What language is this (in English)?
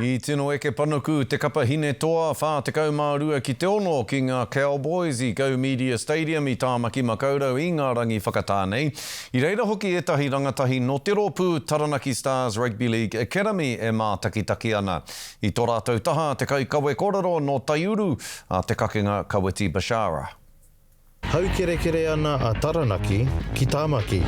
Māori